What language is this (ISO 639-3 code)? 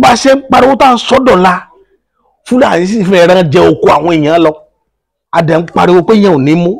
yor